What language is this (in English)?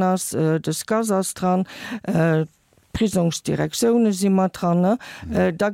Luxembourgish